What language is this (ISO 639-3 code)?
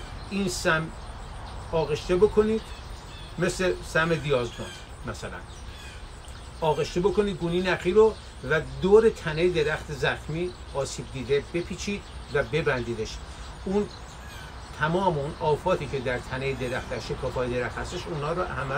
fas